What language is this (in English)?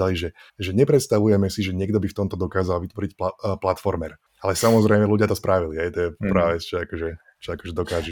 Slovak